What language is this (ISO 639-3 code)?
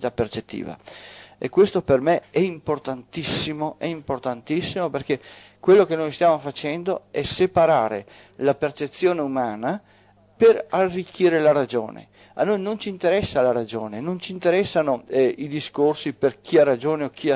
ita